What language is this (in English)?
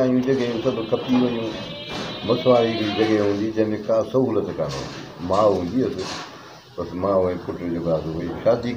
Sindhi